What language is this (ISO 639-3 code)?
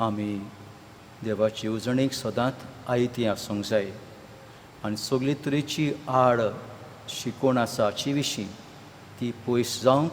kok